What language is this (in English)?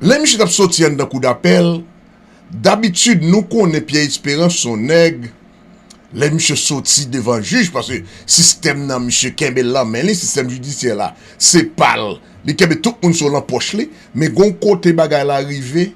Haitian Creole